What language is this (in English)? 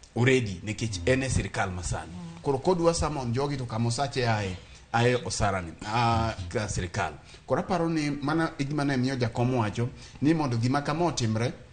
Luo (Kenya and Tanzania)